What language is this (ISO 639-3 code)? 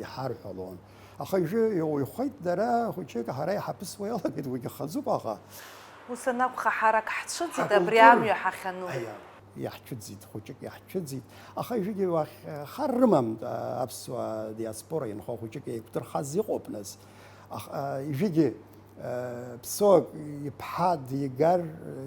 abk